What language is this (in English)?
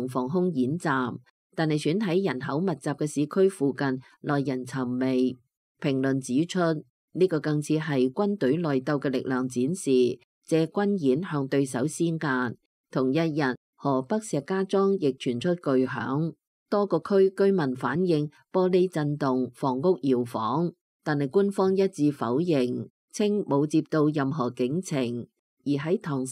Cantonese